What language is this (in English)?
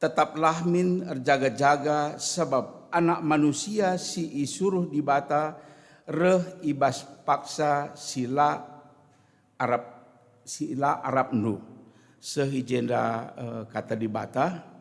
Batak Karo